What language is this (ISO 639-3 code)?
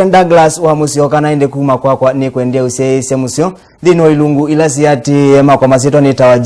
kam